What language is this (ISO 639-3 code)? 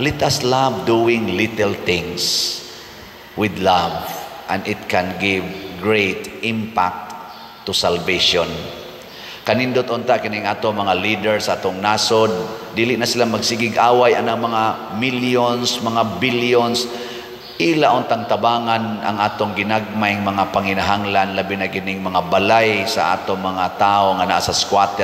ceb